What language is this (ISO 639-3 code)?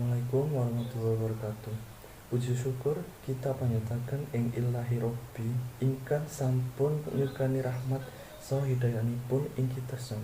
jav